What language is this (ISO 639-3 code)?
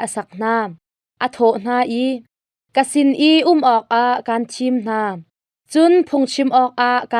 cnh